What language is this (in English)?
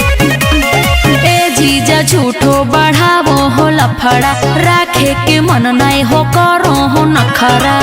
Magahi